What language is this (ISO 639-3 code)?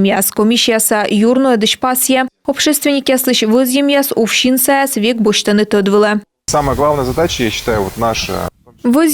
kom